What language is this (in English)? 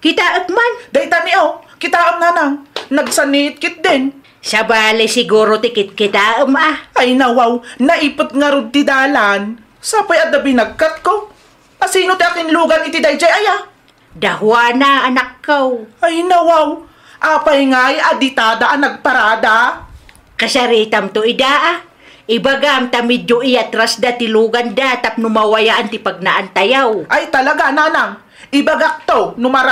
Iloko